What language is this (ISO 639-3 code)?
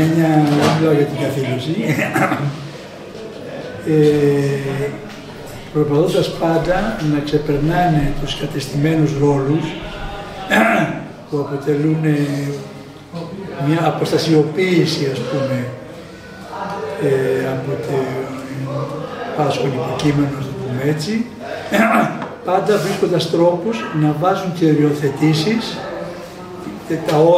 ell